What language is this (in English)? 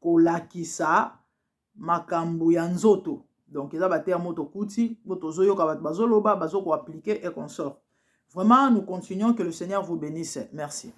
Lingala